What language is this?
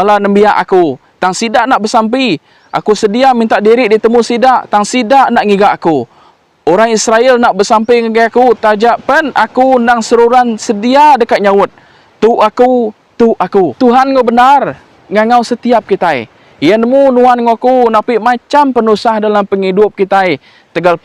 Iban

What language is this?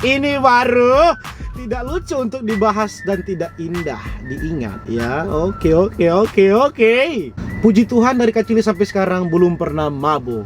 Manado Malay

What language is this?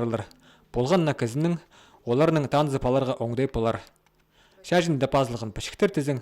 Khakas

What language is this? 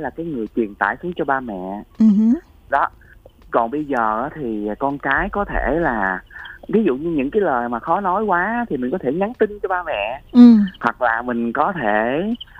Vietnamese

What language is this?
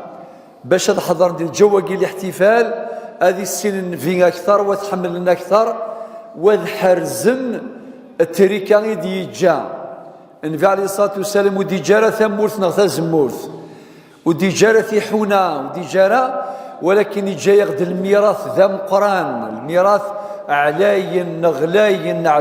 Kabyle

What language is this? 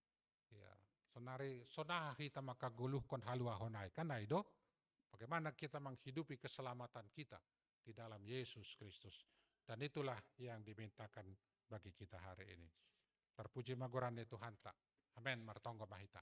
Batak Simalungun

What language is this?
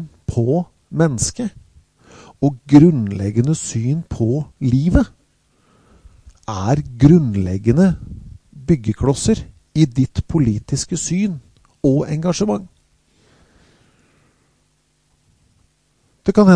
Norwegian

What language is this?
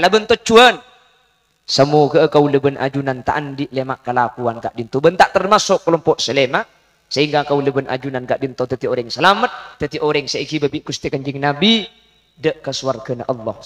Madurese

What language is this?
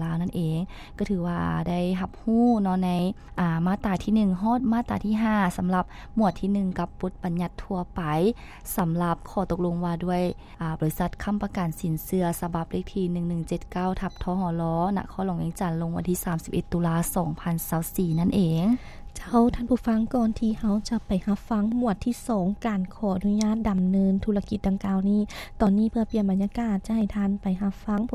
Lao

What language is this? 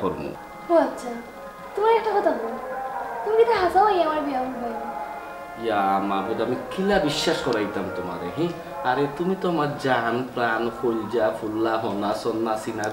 Sylheti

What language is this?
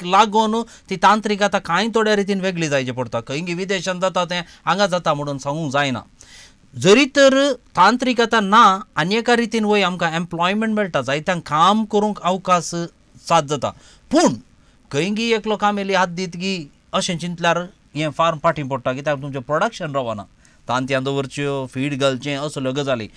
Konkani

